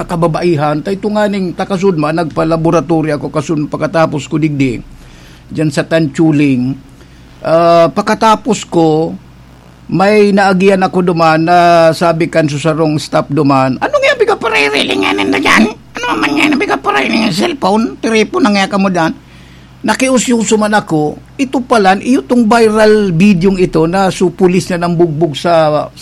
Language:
Bikol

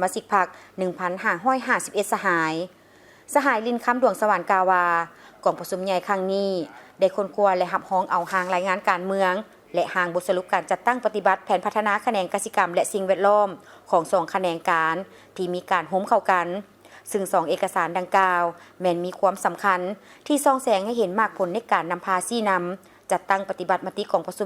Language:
Lao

